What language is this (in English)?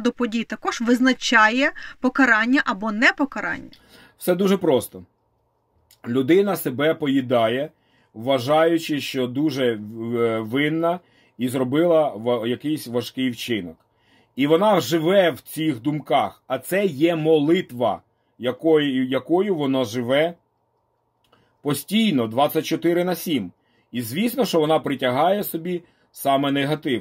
Ukrainian